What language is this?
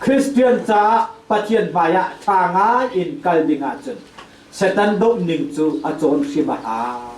Hakha Chin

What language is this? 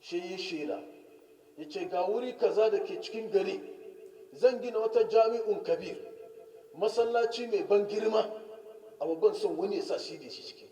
Hausa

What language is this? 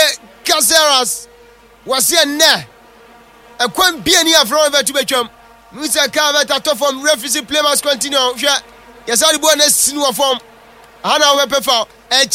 Akan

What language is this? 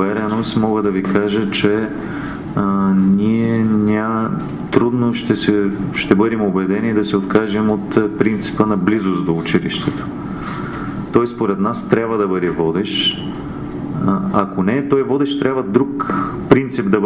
Bulgarian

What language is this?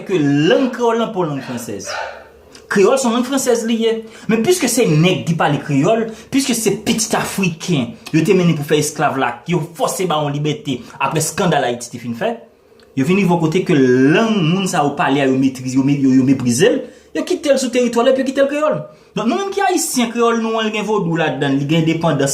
Haitian Creole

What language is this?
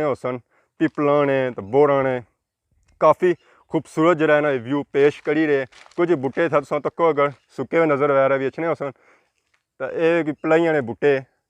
Pahari-Potwari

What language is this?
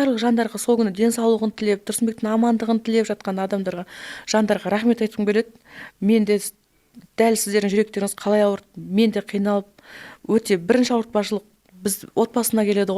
Kazakh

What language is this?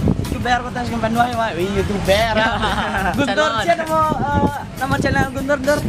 Minangkabau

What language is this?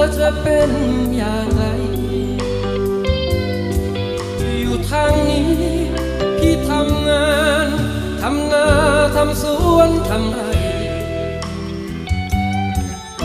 Thai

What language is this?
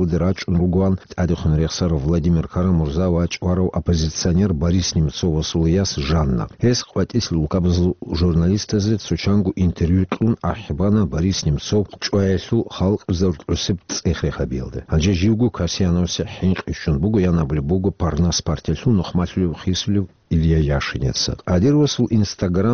Avaric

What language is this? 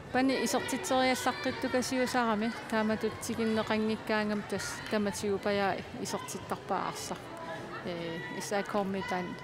Kalaallisut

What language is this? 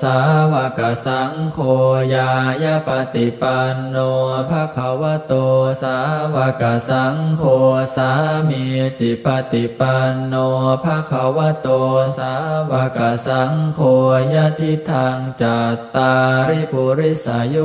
Pali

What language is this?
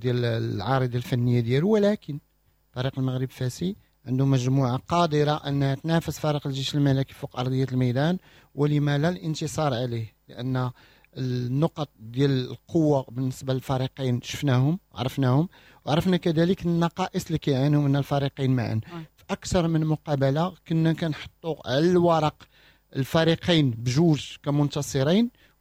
Moroccan Arabic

